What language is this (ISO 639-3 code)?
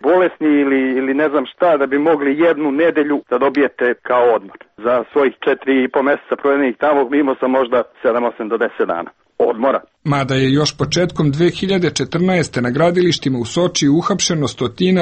srp